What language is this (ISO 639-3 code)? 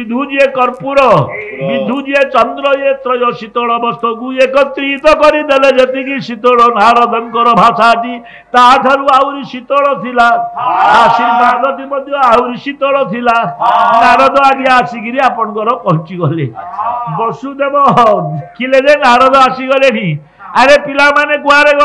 ori